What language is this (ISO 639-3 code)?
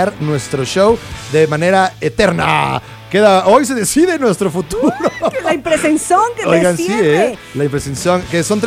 spa